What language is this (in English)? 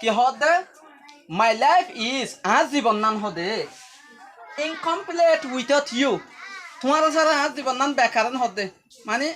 Rohingya